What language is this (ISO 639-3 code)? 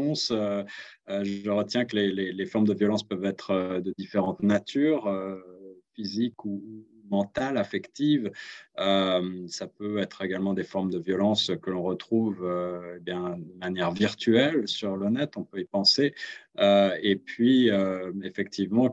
fra